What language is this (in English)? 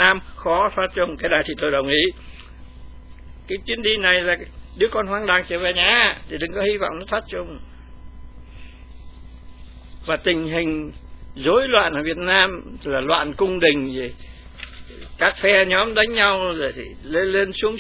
Vietnamese